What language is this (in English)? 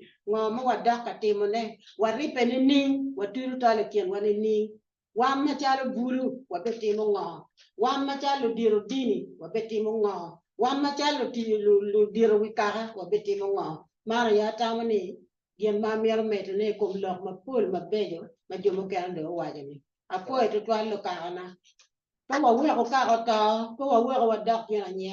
Acoli